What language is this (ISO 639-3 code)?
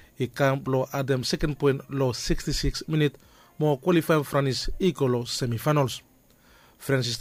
bis